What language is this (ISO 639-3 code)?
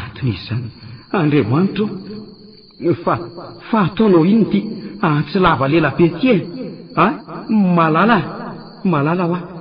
mlg